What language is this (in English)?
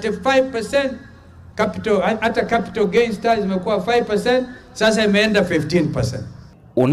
Kamba